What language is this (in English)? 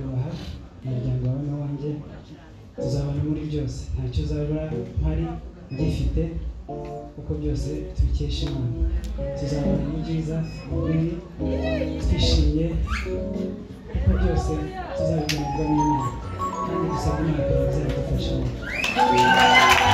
Kinyarwanda